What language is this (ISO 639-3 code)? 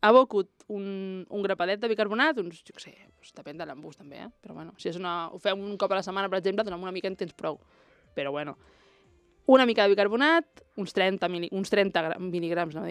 cat